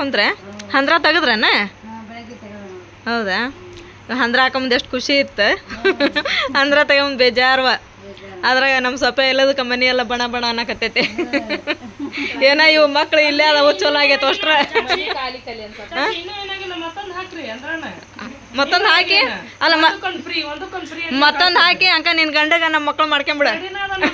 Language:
Kannada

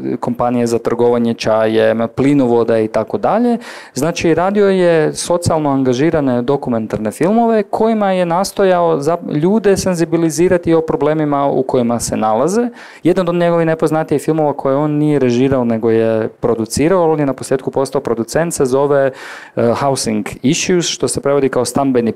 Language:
Croatian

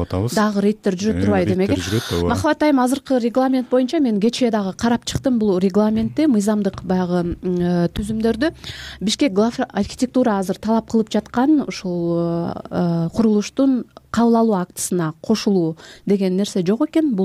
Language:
Kyrgyz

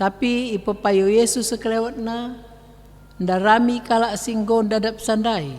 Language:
Batak Karo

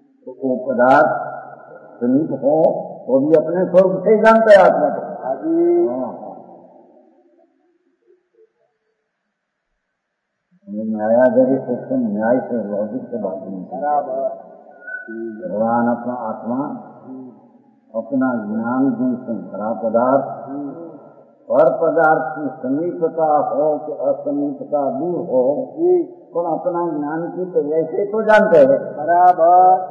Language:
Hindi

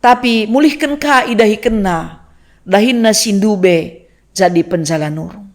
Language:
Batak Karo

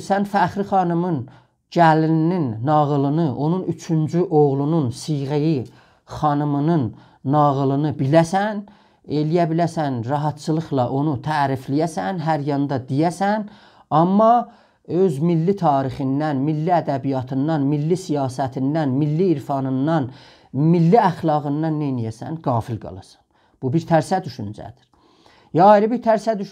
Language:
South Azerbaijani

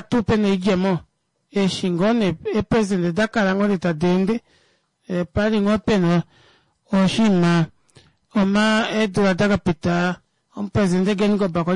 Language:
Kuanyama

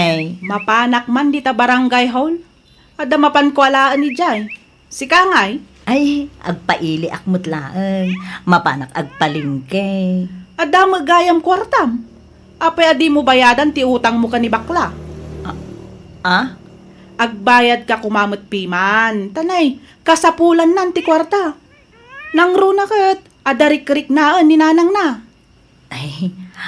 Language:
Iloko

